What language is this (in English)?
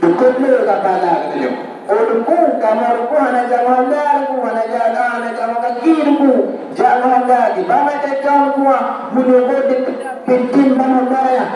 Achinese